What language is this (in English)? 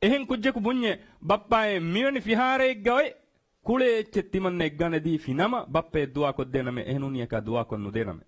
Divehi